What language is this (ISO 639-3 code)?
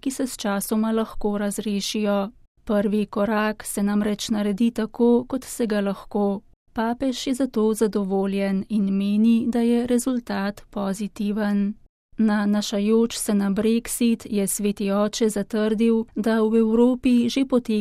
slv